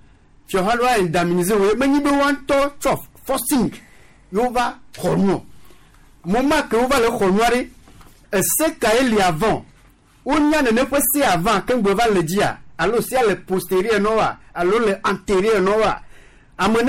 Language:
Gen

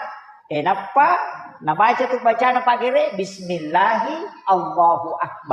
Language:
Buginese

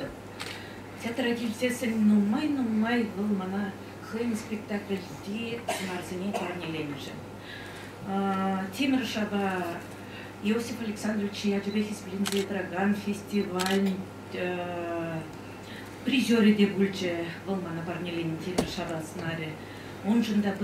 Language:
Chuvash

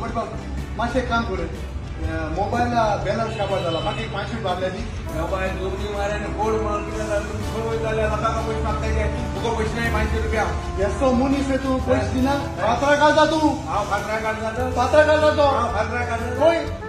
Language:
Konkani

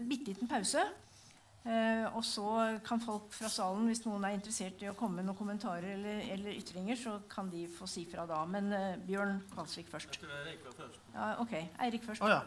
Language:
Norwegian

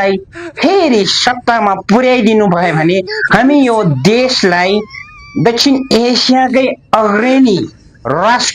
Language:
Nepali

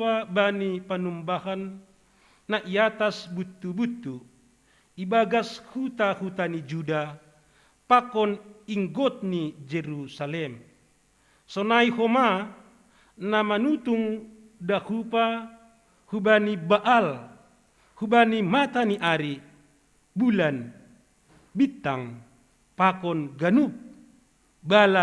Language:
Batak Simalungun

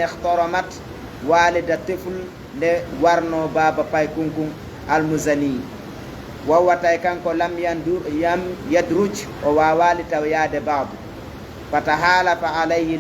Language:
Fula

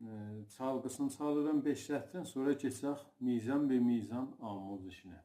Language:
South Azerbaijani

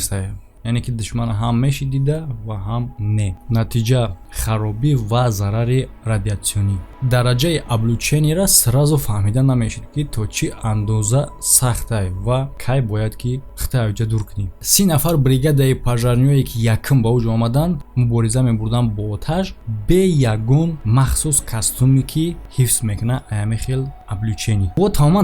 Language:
Tajik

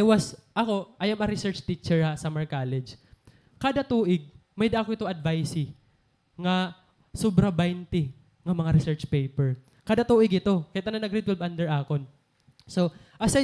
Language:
Waray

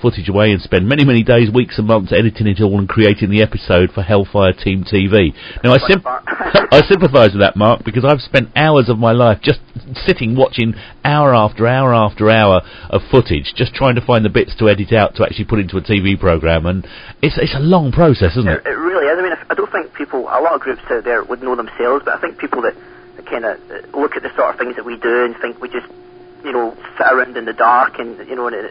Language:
English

